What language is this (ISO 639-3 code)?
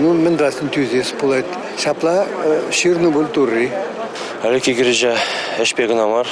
chv